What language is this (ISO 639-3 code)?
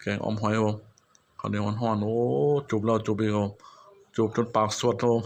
tts